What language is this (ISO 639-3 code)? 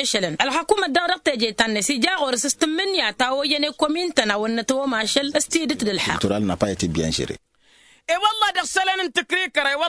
taq